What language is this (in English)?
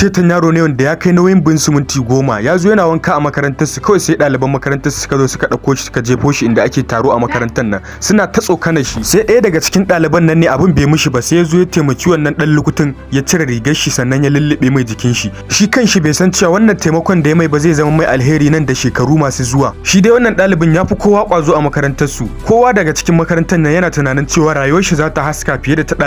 Hausa